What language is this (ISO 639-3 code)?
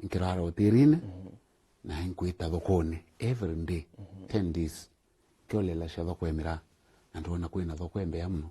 mer